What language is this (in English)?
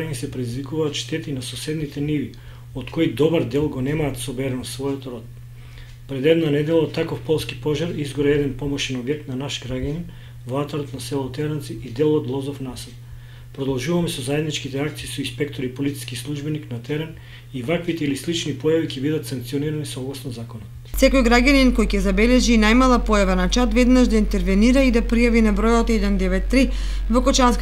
Macedonian